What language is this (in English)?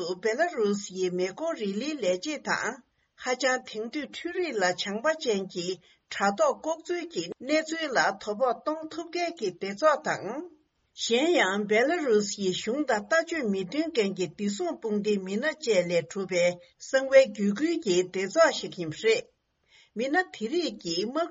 Tibetan